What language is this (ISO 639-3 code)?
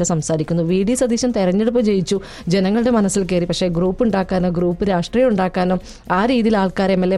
mal